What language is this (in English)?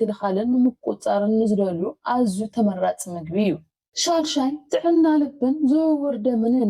Tigrinya